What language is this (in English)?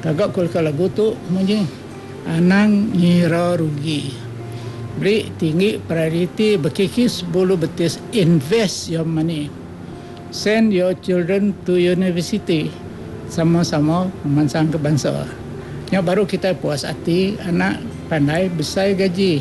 Iban